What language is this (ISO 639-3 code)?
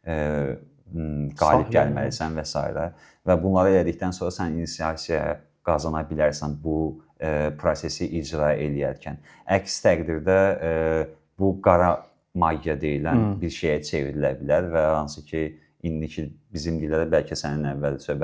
aze